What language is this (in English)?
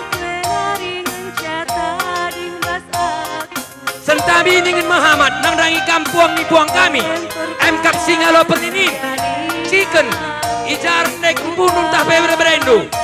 Batak Karo